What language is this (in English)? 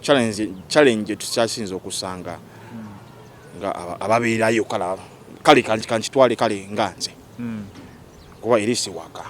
Ganda